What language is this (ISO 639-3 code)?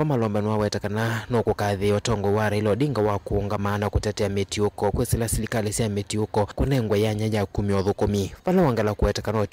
kam